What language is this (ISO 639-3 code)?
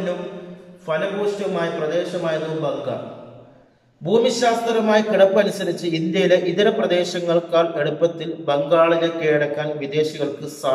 mal